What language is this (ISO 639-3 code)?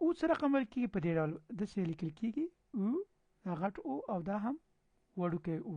pus